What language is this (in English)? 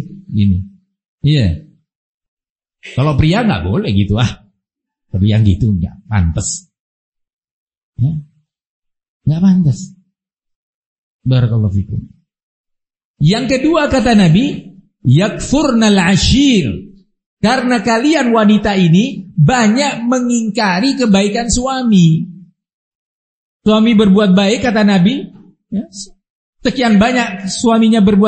Indonesian